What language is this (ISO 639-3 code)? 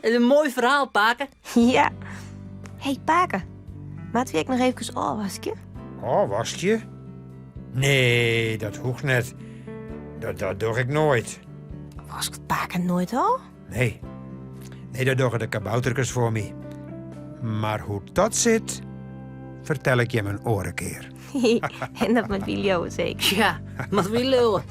fry